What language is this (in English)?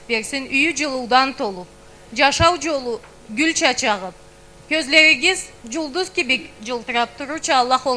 Karachay-Balkar